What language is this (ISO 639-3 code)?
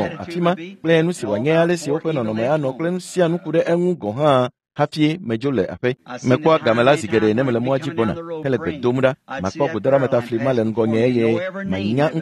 ewe